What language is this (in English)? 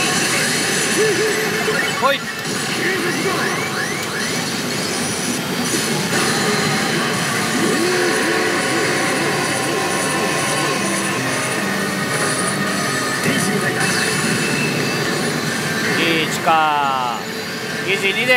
Japanese